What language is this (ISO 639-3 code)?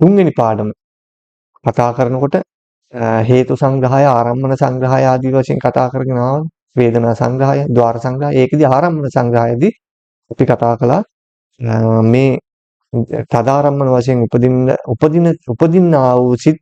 sin